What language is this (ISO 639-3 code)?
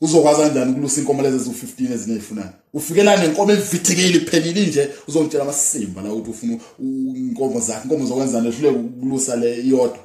zul